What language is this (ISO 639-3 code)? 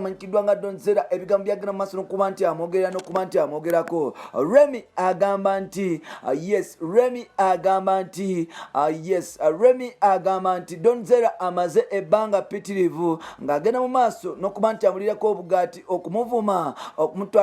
lug